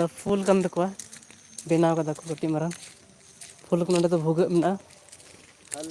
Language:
Santali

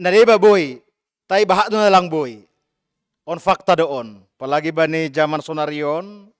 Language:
Batak Simalungun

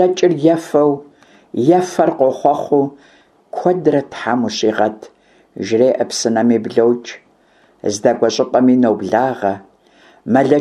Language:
Kabardian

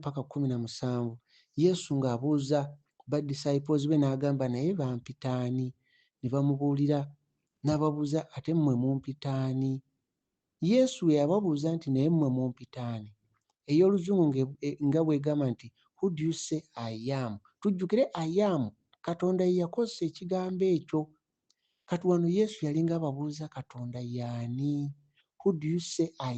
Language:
Ganda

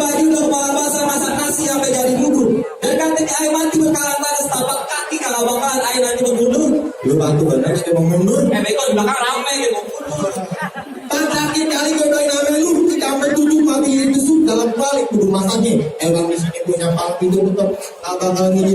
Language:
Betawi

